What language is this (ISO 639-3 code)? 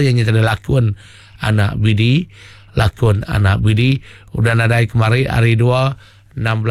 iba